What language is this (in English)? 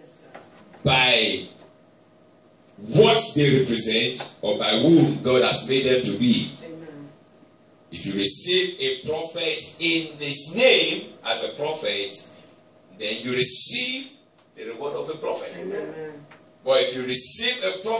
English